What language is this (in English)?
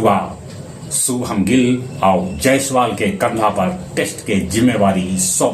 Magahi